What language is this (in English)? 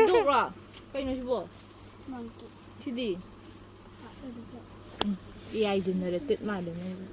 Manipuri